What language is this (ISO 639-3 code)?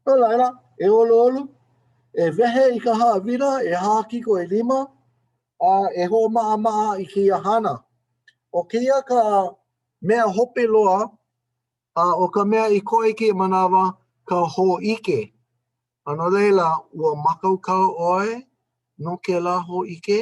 haw